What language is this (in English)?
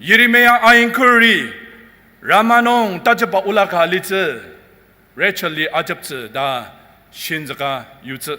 Ao Naga